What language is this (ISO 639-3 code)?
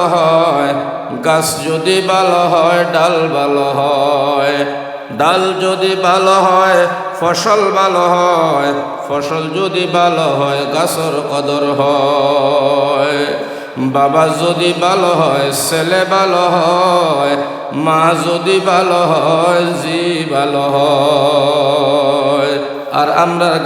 syl